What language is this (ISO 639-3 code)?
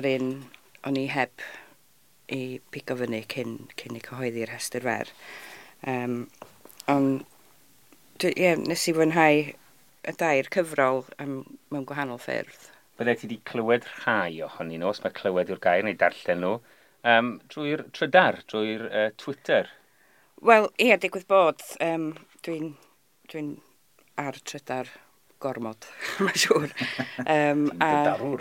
cym